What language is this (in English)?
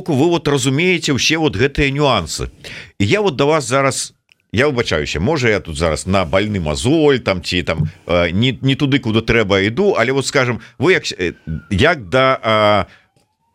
Belarusian